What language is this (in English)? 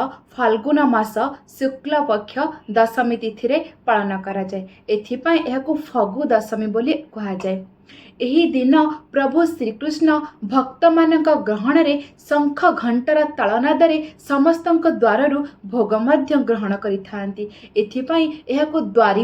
Odia